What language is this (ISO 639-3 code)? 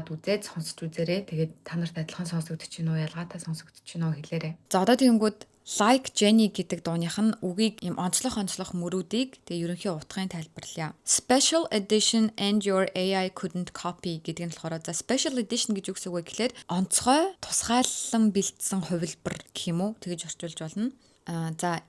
mon